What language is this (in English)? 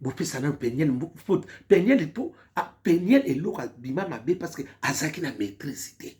Lingala